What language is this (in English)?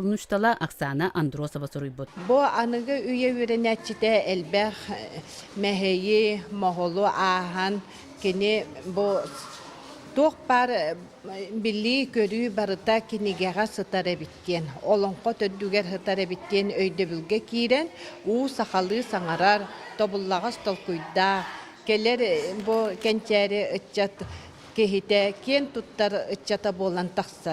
Yakut